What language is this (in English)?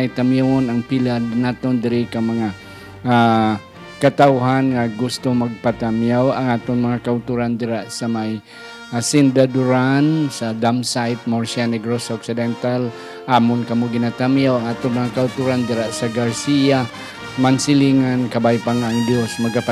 Hiligaynon